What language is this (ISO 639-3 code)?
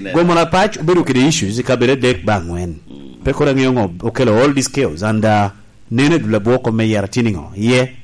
laj